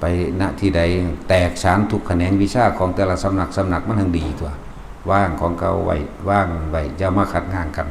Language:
Northeastern Thai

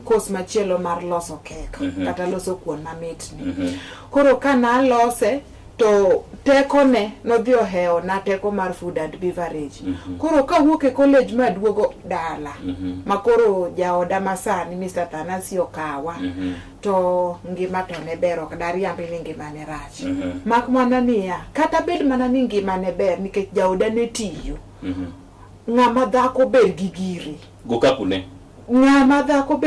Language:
Luo (Kenya and Tanzania)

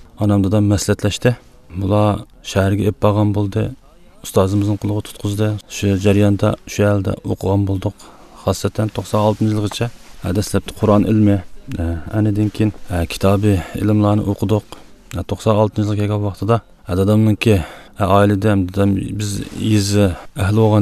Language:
Uyghur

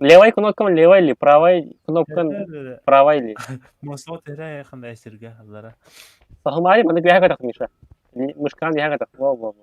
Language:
Yakut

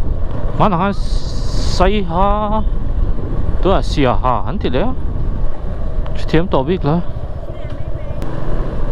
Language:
Vietnamese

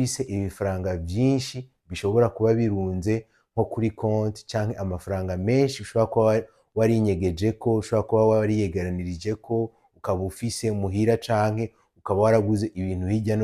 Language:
Rundi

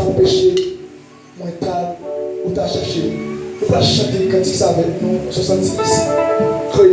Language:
Haitian Creole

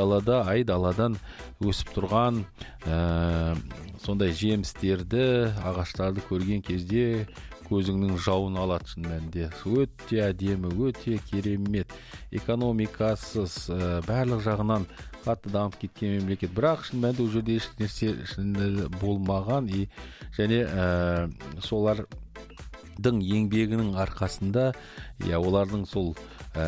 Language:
Kazakh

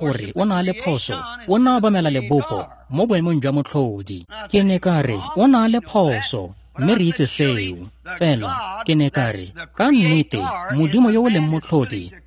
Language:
Tswana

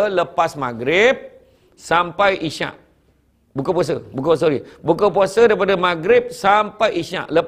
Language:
Malay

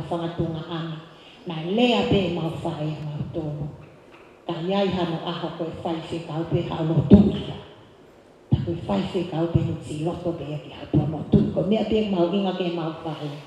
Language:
Tongan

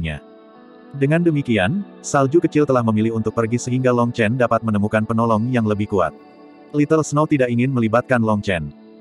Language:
Indonesian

